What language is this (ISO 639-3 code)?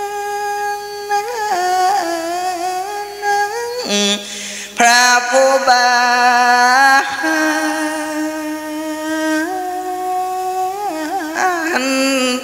tha